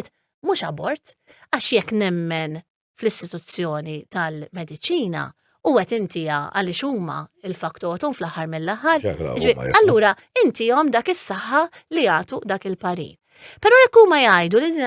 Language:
Maltese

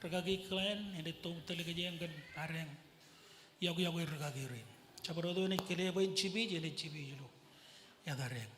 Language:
Marshallese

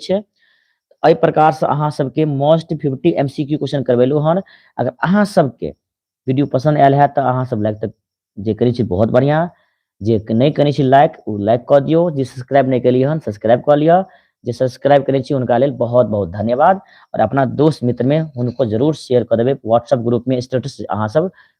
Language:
Maithili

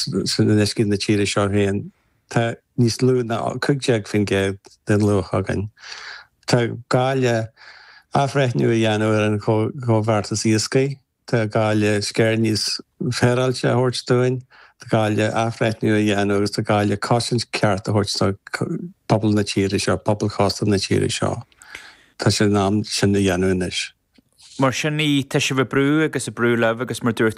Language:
Irish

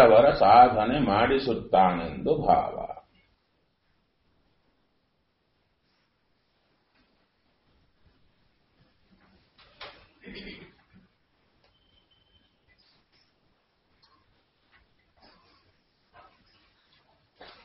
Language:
Kannada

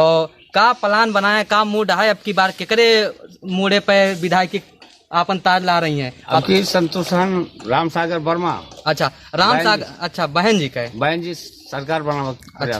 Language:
Awadhi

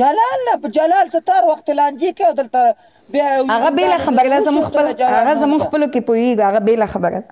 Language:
Pashto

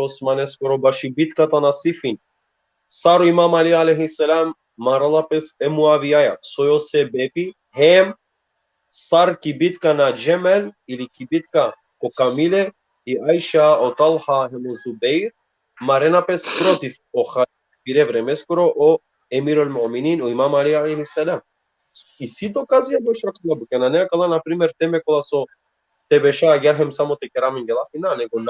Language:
Balkan Romani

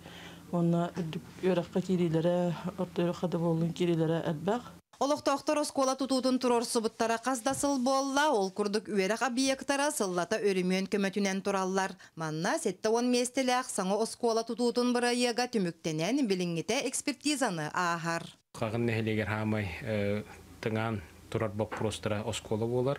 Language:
Yakut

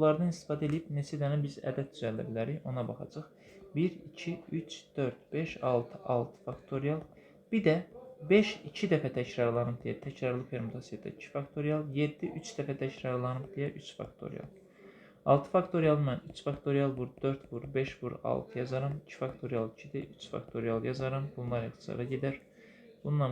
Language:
Azerbaijani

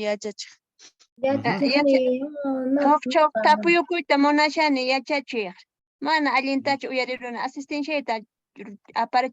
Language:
Quechua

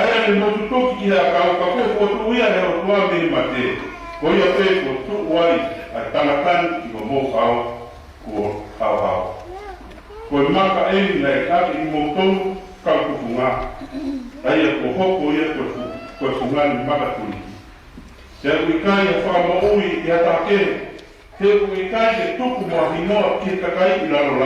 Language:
Tongan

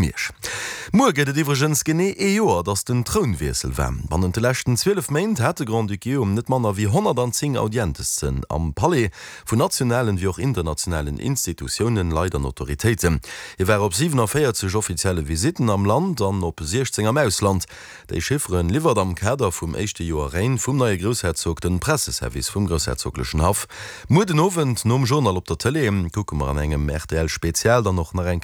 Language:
Luxembourgish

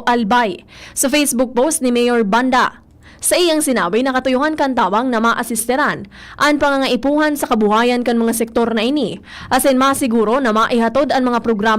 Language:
Bikol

